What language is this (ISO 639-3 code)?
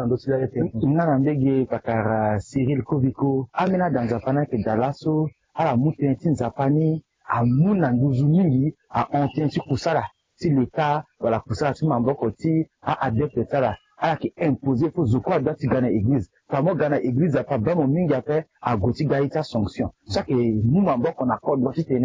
sag